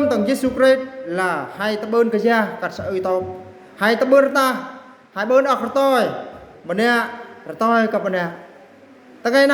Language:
Eastern Bru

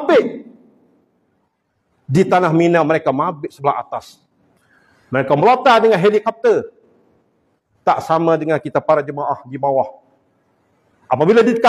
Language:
Malay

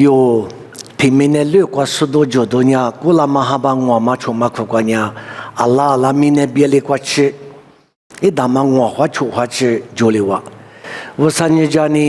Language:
Lisu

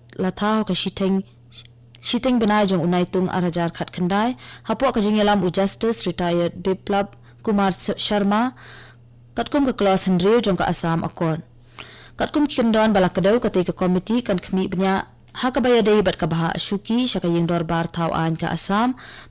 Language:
Khasi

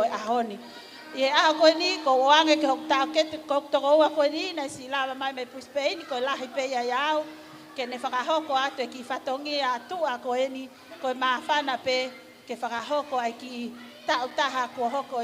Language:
Tongan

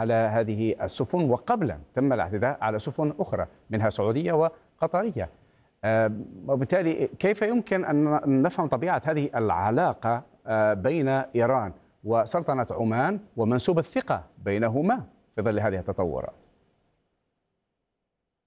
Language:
Arabic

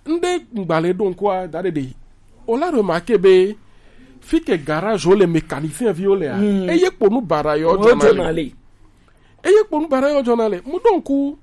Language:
Gen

